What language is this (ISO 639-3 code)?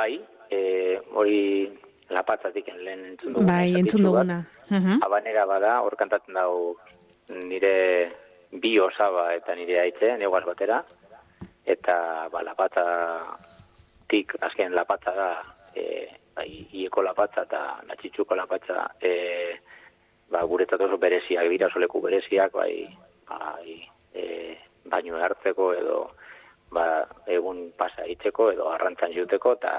eus